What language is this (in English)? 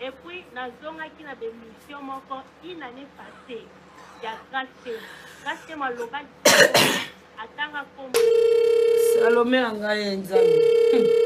Lingala